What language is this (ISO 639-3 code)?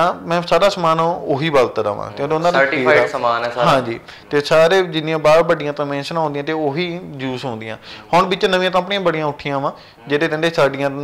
pan